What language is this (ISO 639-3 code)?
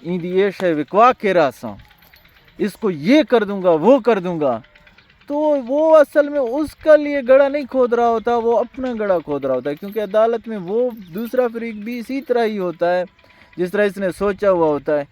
bgp